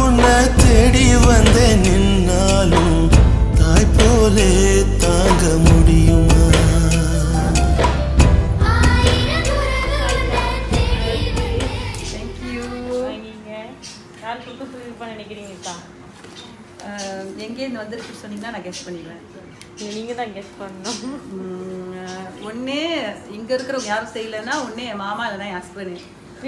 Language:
Tamil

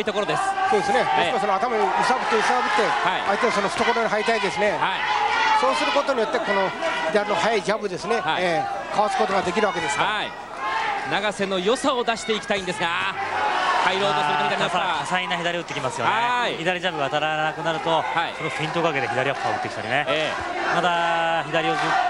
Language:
Japanese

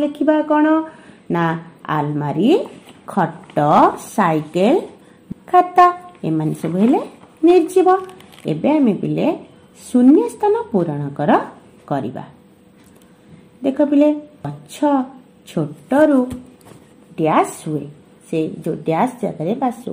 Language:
Odia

